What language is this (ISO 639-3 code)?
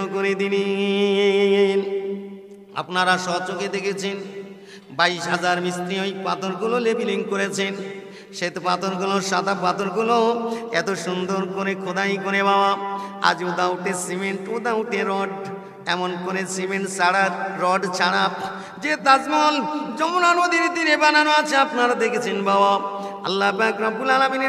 ben